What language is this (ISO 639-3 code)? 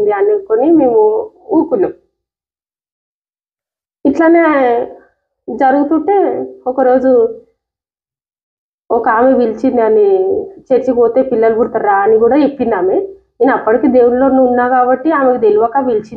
tel